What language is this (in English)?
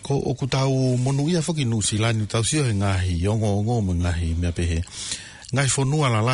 Tongan